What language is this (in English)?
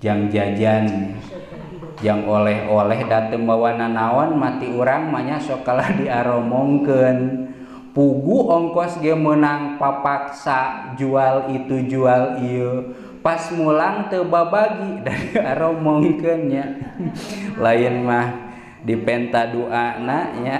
Sundanese